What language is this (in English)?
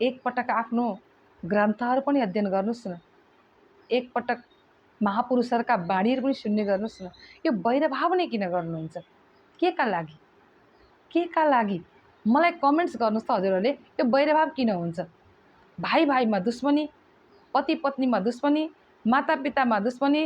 Nepali